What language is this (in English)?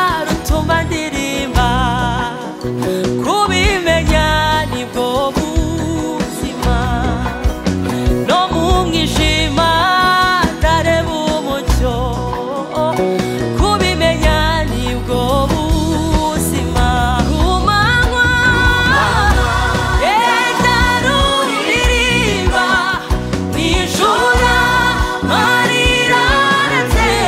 Kinyarwanda